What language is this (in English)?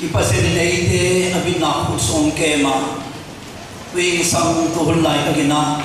Tedim Chin